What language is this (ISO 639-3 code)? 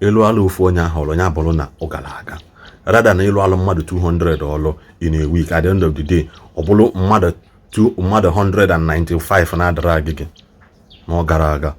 ibo